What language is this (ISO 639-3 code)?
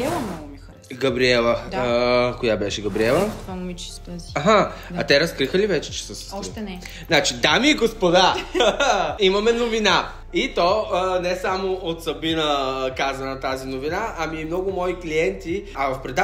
bul